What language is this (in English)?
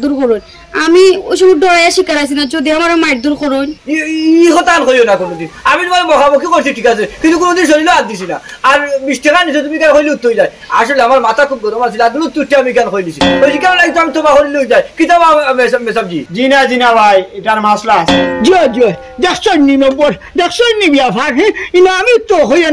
Sylheti